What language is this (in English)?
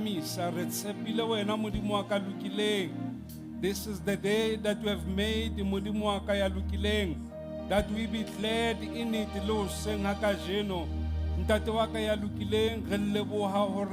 Southern Sotho